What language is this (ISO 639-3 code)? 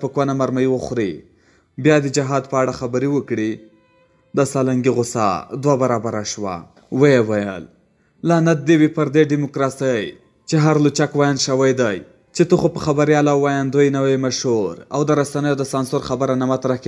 pus